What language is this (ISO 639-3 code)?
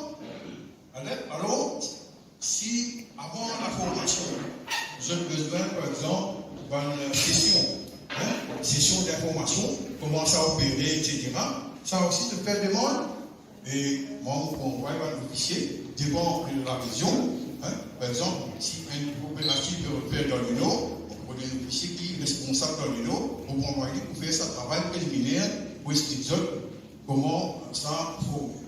mfe